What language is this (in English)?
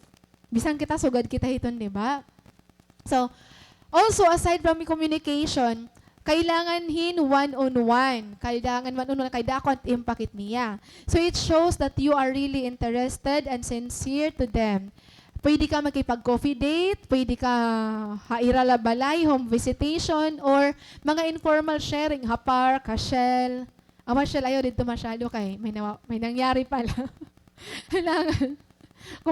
Waray